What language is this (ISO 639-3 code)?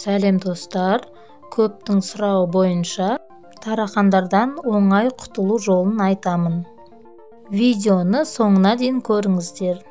kaz